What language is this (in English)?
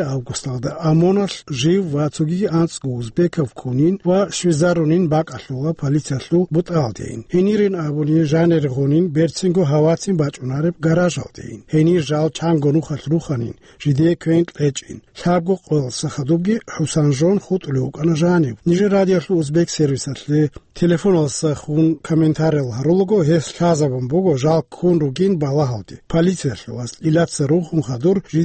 Avaric